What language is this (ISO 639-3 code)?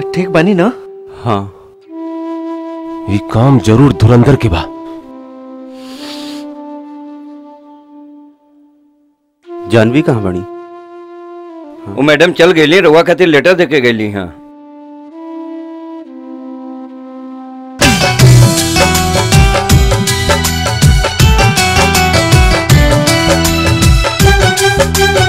bho